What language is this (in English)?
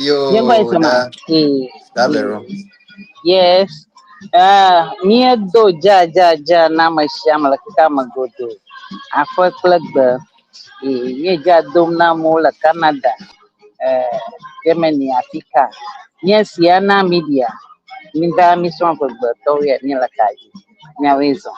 Ewe